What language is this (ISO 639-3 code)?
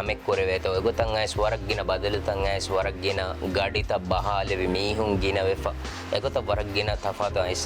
div